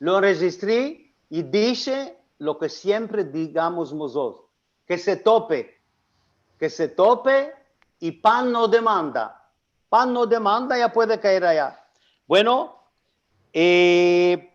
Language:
Ladino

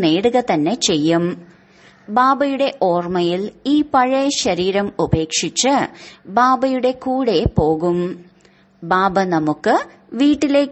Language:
Malayalam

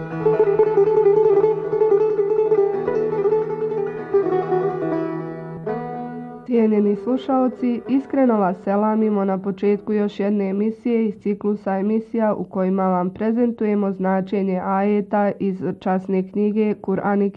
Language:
Bosnian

